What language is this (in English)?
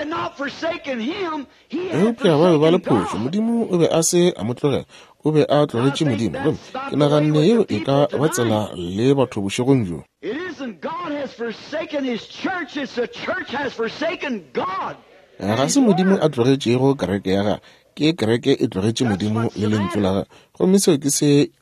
Northern Sotho